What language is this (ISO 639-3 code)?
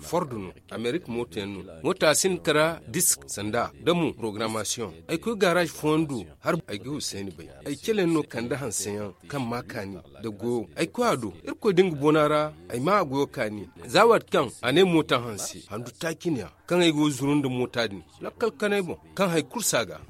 dje